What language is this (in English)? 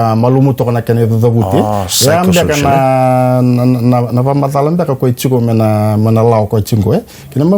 Fijian